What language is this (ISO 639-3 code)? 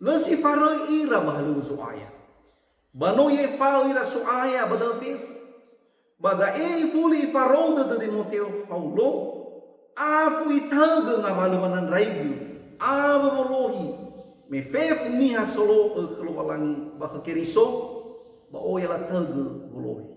nia